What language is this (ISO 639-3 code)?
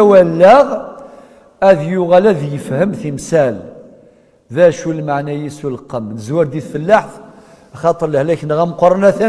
kab